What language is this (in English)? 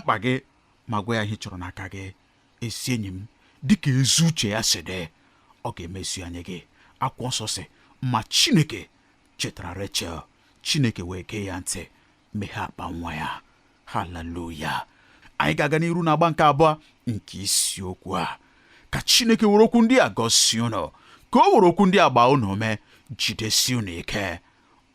Igbo